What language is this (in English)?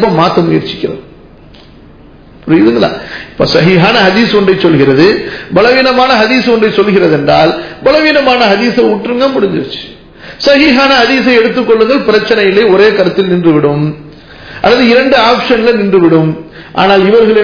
Tamil